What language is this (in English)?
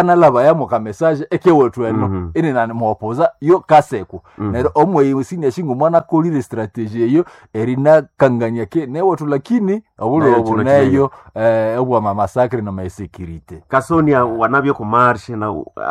Nande